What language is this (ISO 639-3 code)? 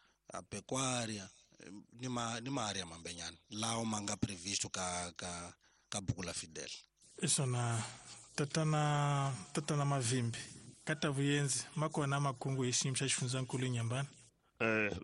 tso